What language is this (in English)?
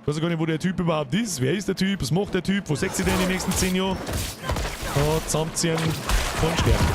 Bavarian